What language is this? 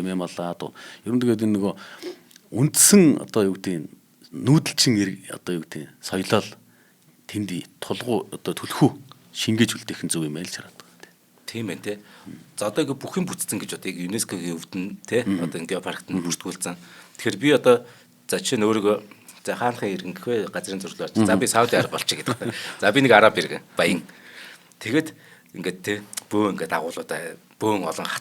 Mongolian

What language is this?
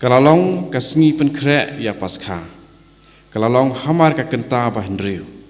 Khasi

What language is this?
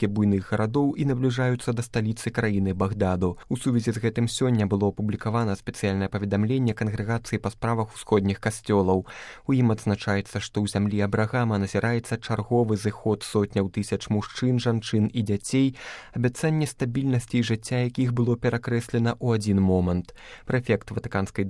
Belarusian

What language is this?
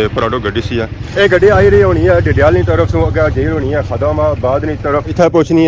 Pahari-Potwari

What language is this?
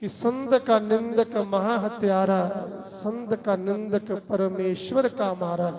Dogri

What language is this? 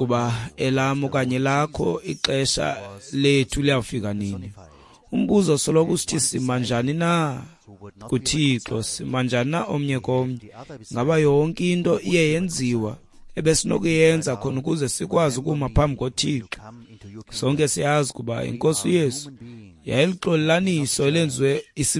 Xhosa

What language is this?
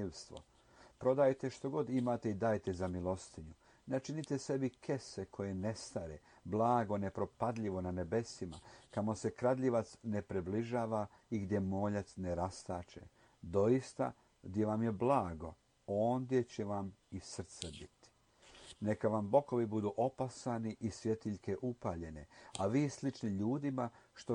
Croatian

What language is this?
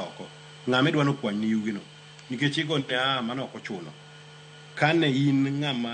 Luo (Kenya and Tanzania)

